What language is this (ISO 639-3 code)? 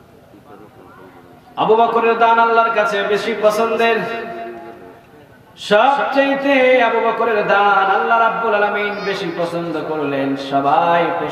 ben